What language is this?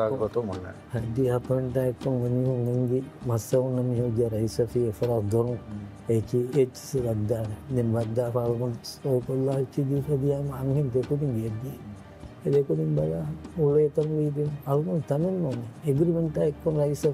Divehi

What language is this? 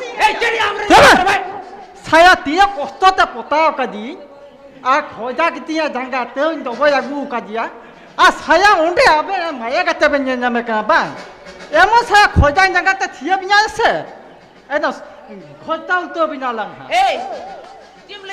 Santali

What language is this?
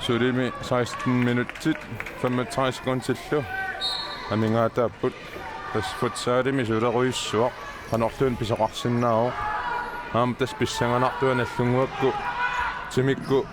Kalaallisut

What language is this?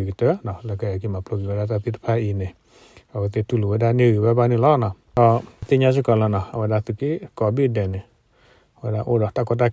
S'gaw Karen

